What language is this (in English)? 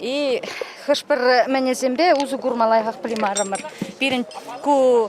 Chuvash